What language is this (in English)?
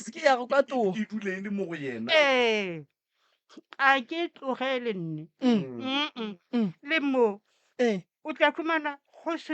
Northern Sotho